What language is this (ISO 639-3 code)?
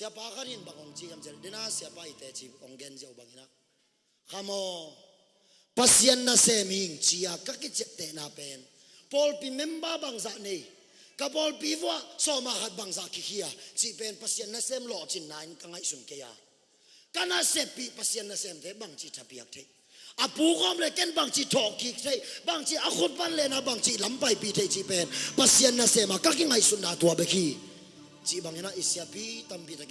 ctd